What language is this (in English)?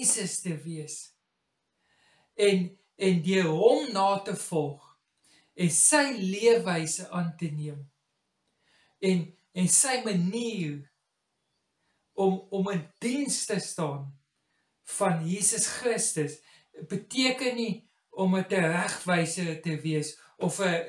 Afrikaans